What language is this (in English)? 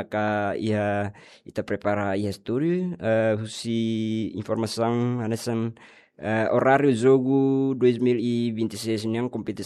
Tetum